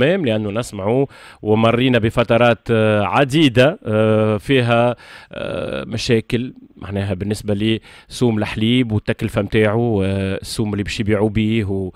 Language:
Tunisian Arabic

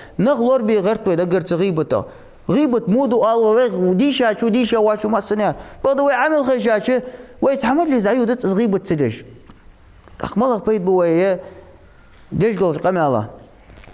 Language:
Ingush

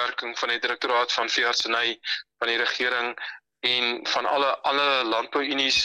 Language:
Afrikaans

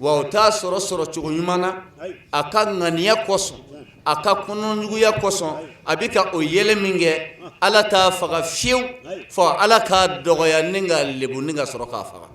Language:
Bambara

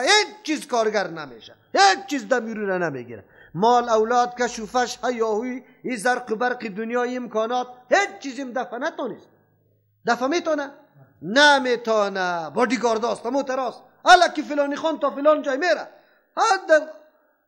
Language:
Persian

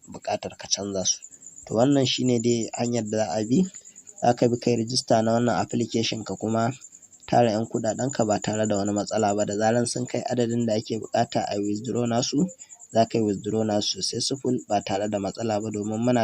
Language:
Hausa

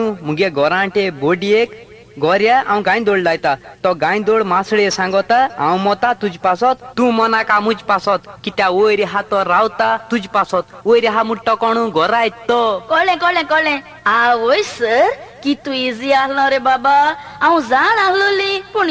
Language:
Konkani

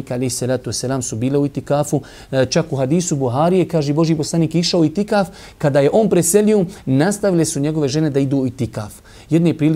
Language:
Bosnian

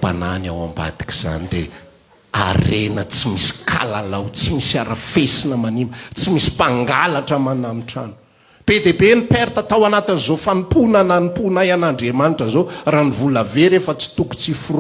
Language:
Malagasy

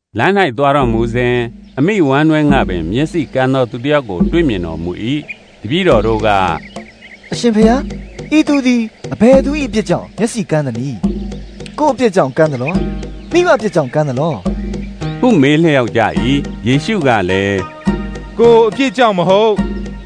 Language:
Burmese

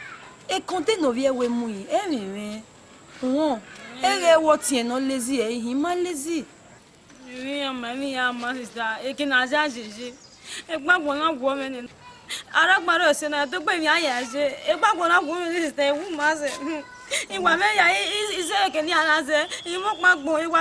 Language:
Bini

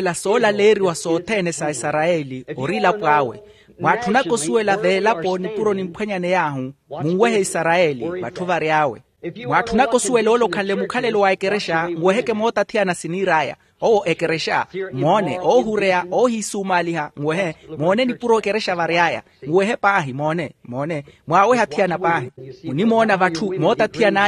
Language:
Makhuwa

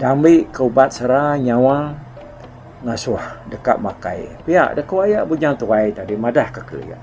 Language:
Iban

